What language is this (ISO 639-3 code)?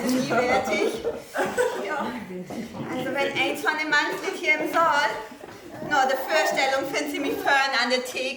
nds